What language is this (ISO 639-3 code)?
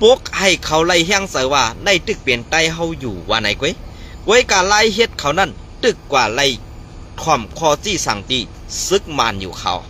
shn